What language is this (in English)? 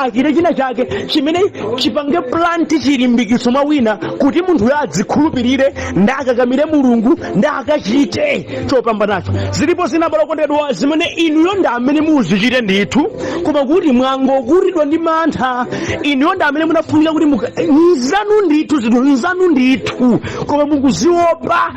Nyanja